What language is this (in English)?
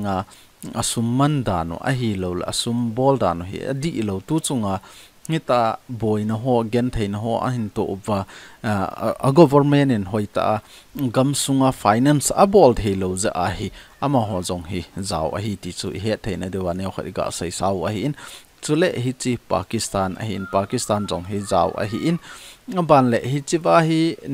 Thado Chin